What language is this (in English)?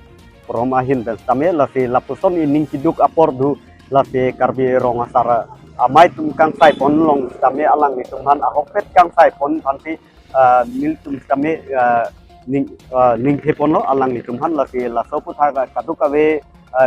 Karbi